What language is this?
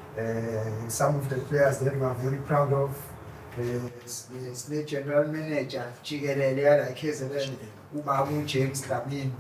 Zulu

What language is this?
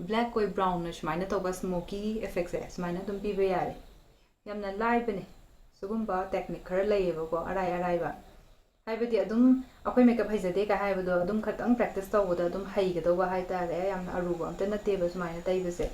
Manipuri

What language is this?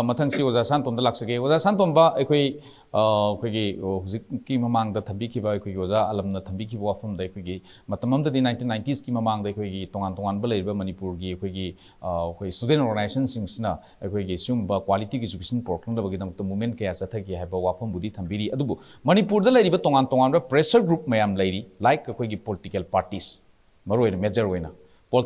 Manipuri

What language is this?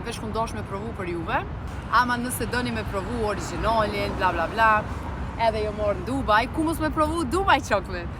Albanian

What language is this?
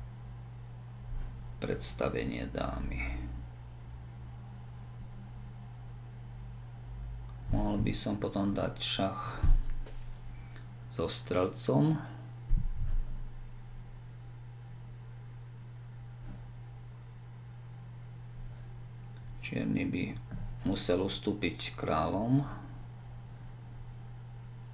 Slovak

